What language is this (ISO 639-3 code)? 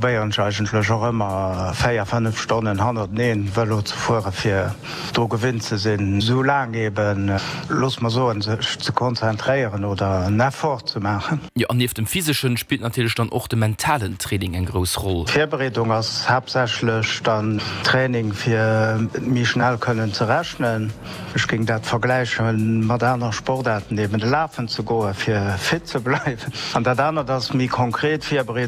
ltz